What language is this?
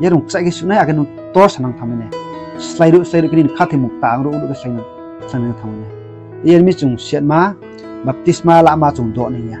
Riang (India)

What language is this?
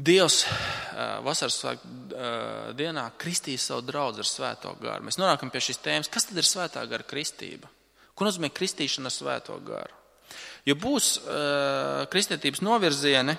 Latvian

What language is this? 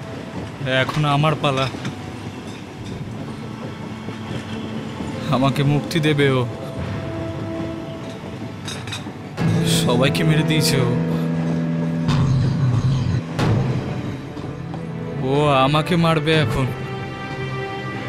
Bangla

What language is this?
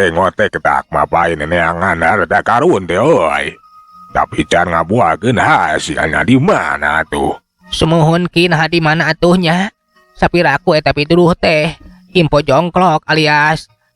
Sundanese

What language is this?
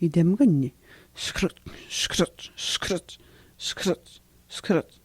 Atikamekw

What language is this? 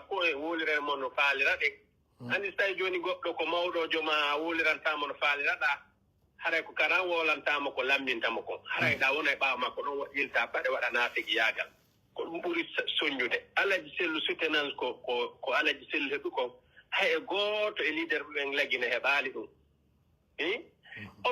Pular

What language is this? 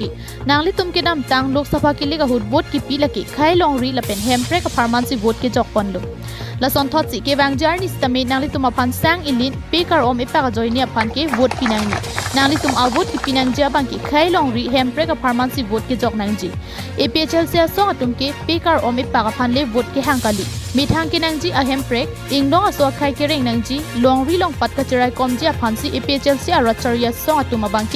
Karbi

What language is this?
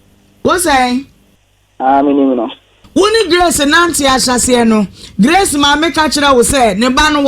Akan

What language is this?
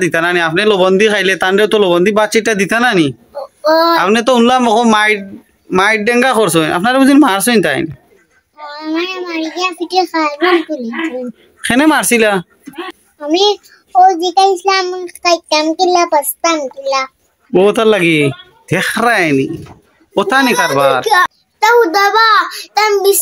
Sylheti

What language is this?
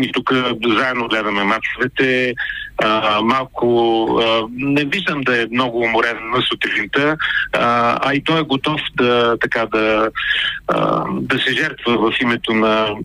Bulgarian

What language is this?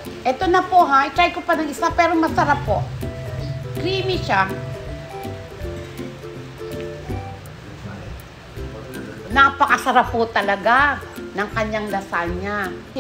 Filipino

